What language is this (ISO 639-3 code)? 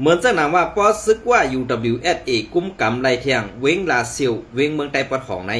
shn